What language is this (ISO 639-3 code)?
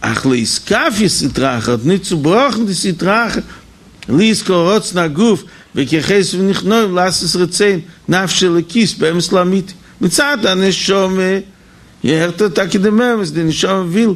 yid